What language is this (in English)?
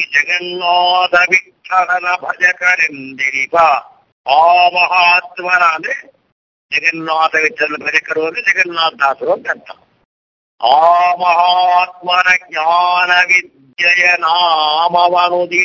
Kannada